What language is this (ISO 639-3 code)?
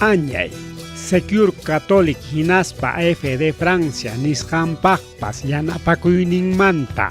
quy